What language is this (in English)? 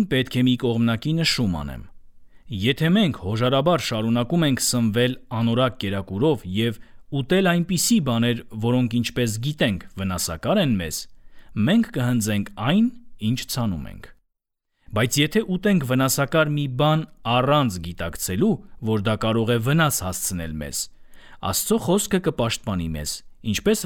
Armenian